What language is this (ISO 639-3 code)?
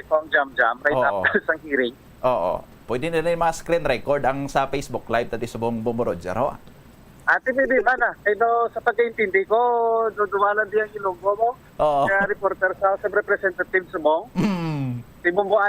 hil